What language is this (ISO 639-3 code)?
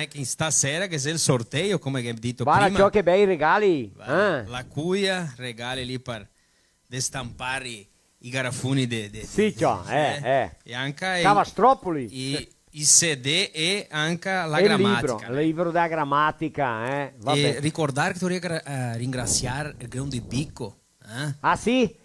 vec